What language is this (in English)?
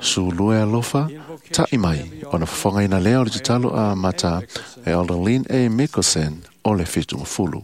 Samoan